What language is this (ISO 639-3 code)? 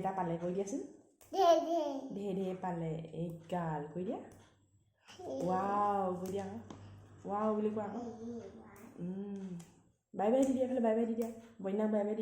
asm